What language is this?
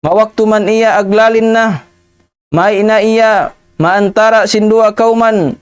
Tausug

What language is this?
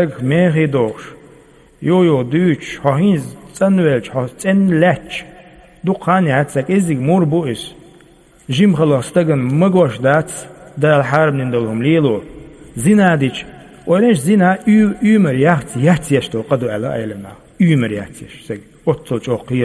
Chechen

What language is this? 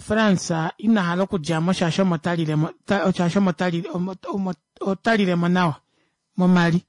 Kuanyama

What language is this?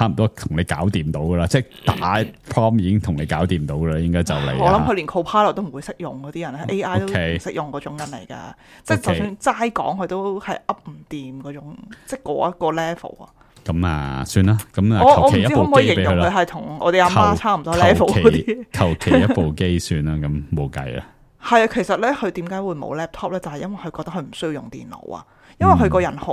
Cantonese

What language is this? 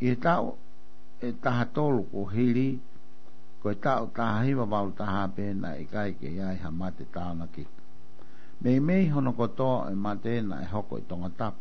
Tongan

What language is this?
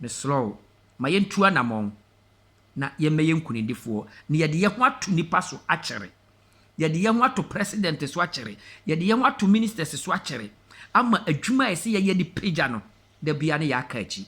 Akan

